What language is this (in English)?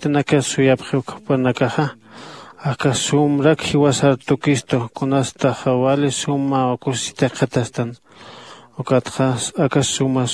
Aymara